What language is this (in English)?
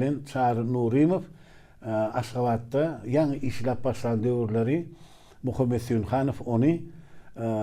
Turkmen